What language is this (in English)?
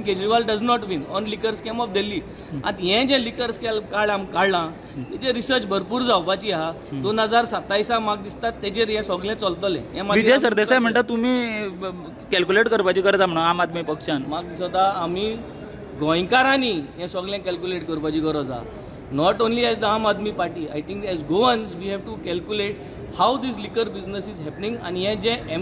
Konkani